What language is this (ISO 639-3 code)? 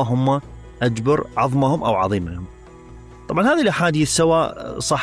acm